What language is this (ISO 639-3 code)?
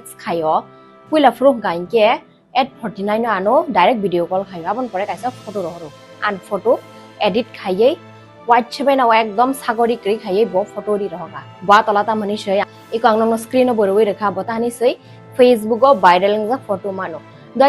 trp